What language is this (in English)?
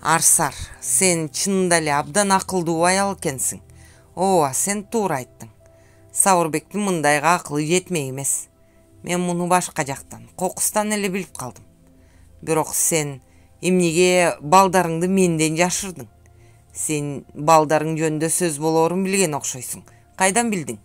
Kyrgyz